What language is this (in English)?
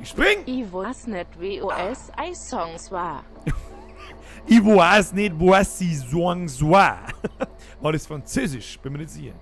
Bavarian